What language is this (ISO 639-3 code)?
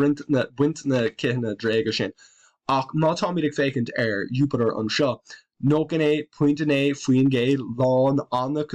gle